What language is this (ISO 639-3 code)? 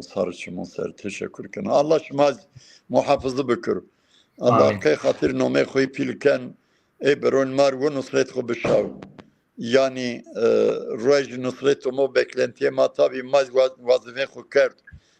zza